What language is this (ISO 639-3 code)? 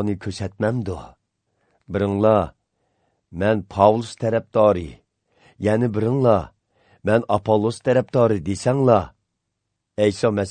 uig